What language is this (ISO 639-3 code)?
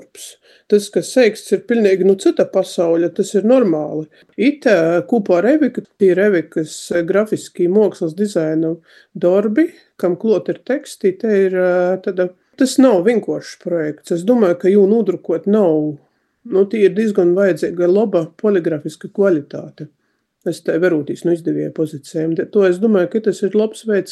lav